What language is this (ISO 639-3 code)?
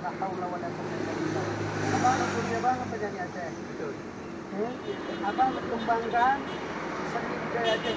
ace